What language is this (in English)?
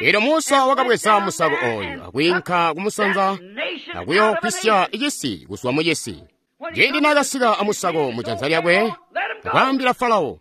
Tonga (Zambia)